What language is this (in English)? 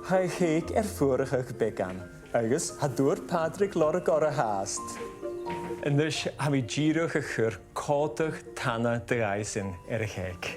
Scottish Gaelic